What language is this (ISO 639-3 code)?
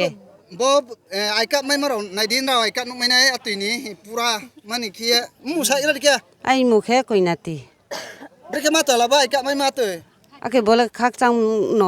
ria